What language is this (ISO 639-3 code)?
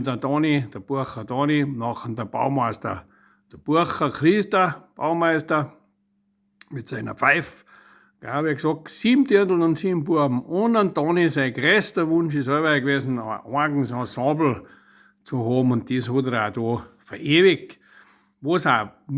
bar